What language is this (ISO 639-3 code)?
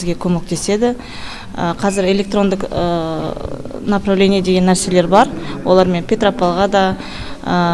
kaz